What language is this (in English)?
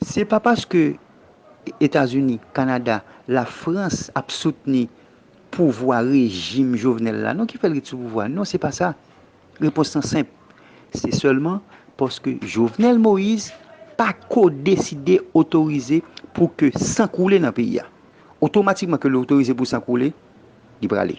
Haitian Creole